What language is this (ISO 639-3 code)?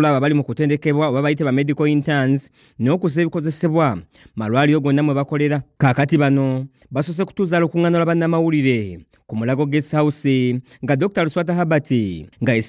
lug